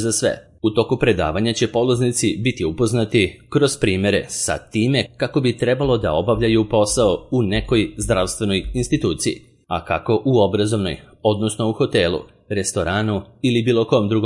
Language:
Serbian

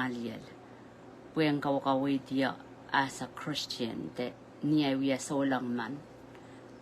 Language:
Pohnpeian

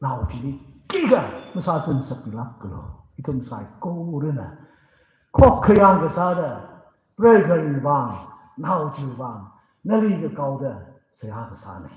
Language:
Tangkhul Naga (India)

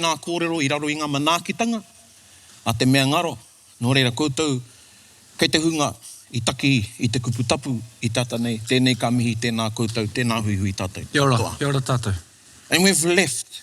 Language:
Māori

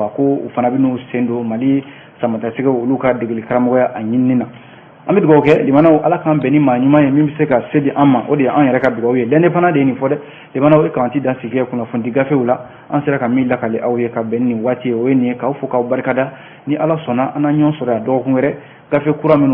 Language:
Bambara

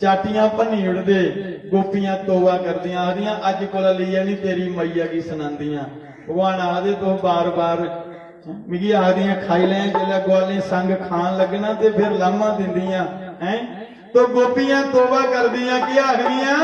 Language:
Dogri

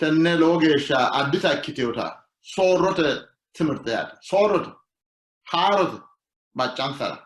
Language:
Sidamo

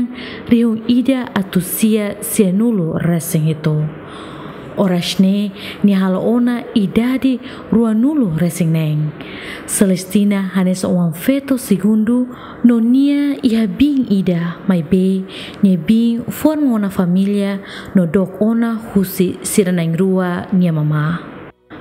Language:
Tetum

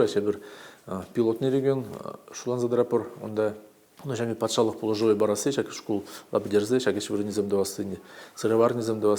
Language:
Chuvash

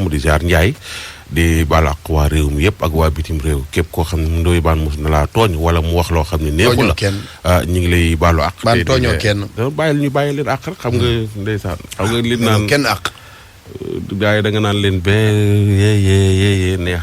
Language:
Wolof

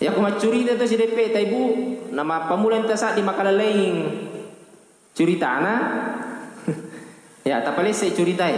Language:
Buginese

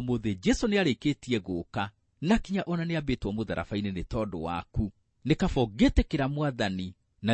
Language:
Kikuyu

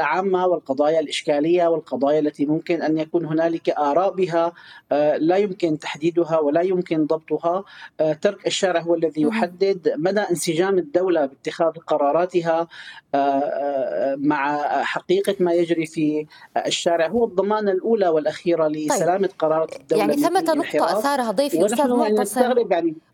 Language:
Arabic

